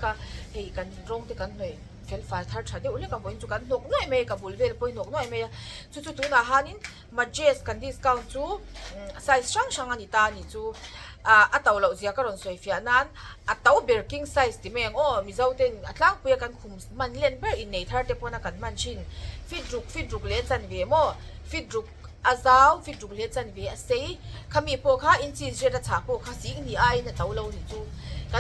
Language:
Mizo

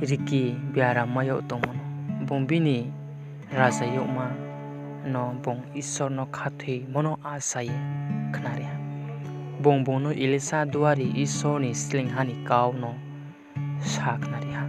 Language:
Riang (India)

